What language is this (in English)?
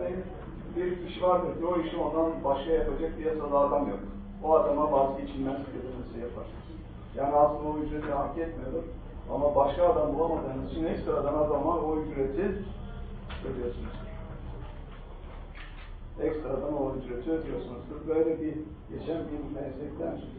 Turkish